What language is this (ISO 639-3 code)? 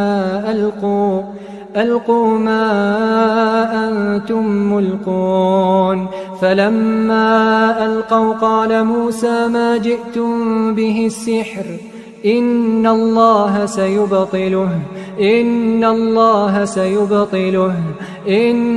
ara